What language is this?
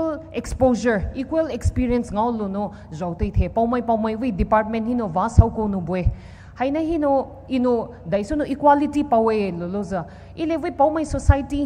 Poumei Naga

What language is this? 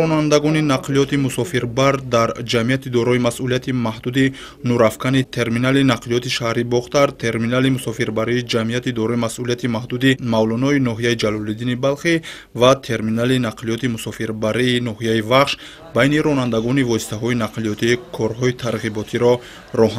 Tajik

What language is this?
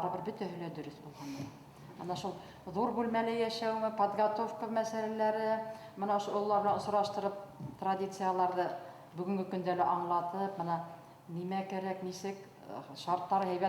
Bashkir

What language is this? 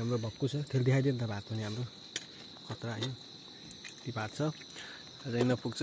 Nepali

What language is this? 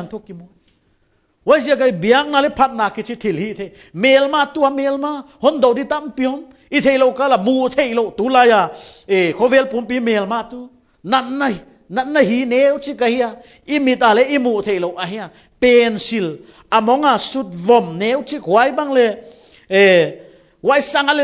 Paite Chin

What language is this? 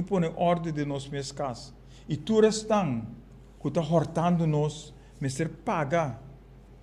Papiamento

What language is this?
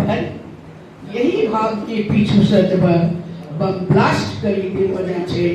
Angika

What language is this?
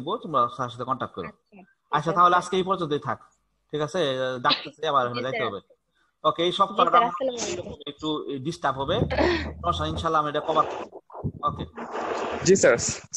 Bangla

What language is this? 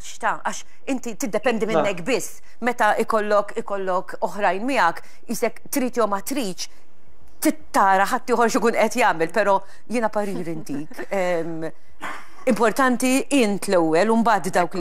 Maltese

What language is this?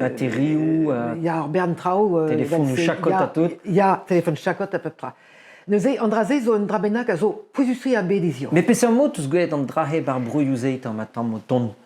Breton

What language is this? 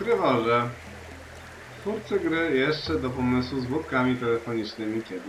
Polish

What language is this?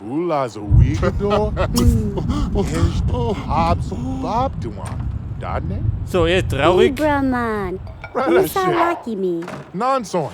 Bavarian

